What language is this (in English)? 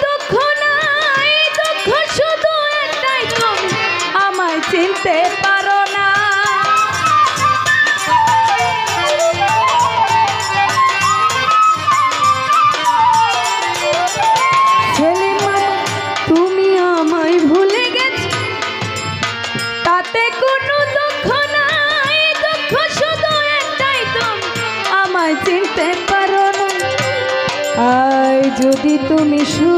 Bangla